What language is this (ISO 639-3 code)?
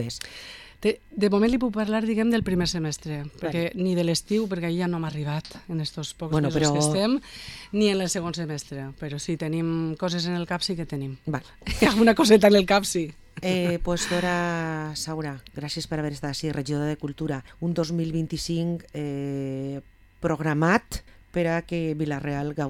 cat